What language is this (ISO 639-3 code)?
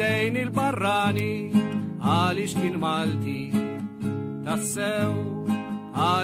mlt